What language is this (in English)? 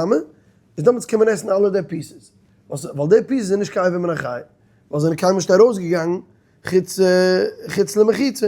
Yiddish